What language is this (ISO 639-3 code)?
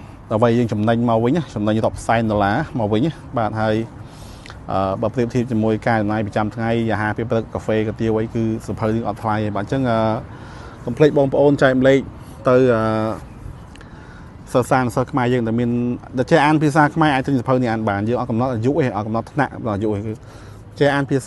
khm